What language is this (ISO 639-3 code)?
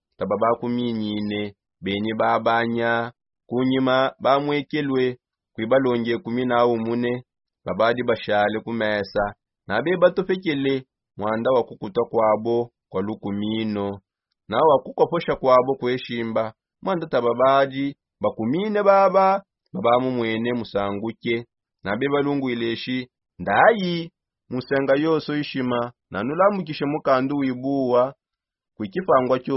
sop